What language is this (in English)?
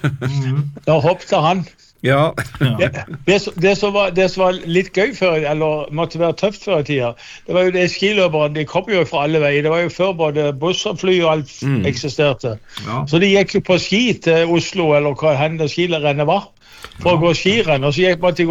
Norwegian